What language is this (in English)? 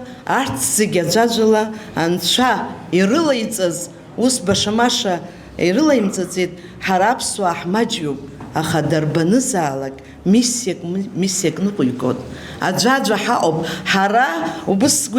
Abkhazian